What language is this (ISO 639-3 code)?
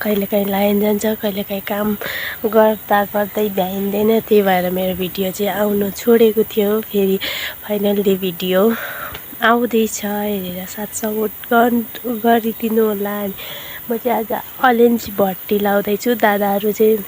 nep